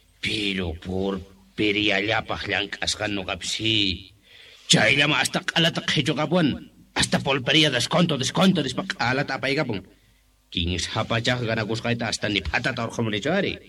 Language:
Quechua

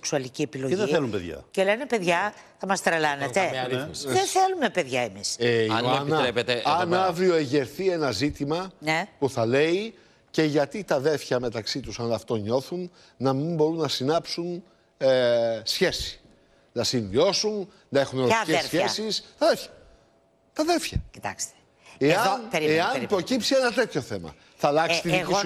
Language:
Greek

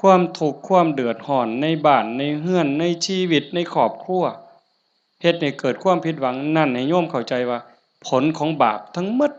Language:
Northeastern Thai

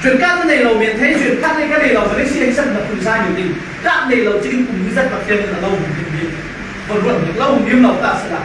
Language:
Falam Chin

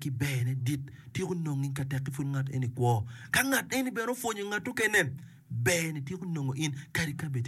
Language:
Acoli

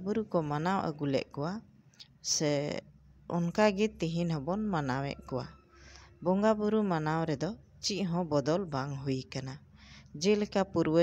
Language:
Santali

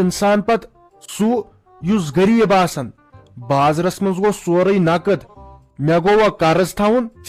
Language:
Kashmiri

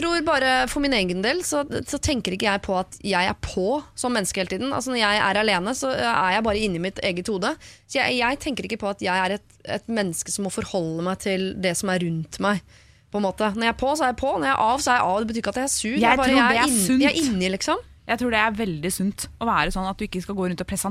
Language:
Norwegian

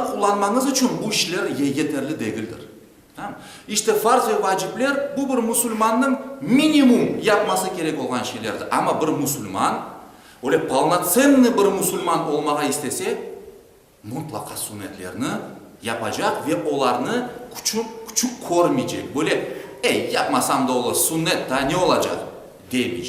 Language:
Crimean Tatar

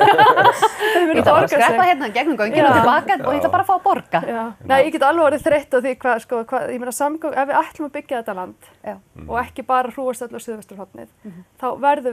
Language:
Icelandic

